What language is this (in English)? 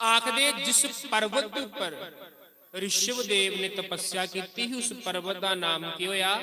Dogri